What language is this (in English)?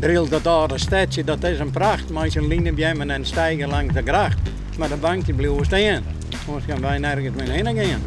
Western Frisian